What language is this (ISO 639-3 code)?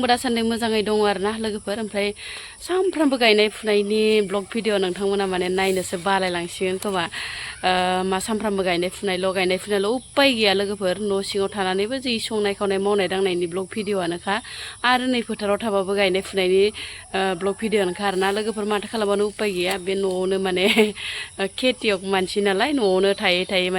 brx